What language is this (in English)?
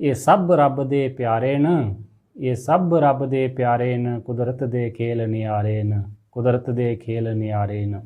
Dogri